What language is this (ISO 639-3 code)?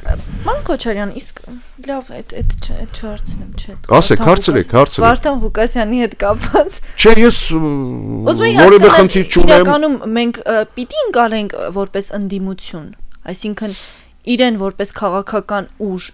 hye